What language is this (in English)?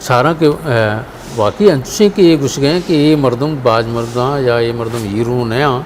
Eastern Balochi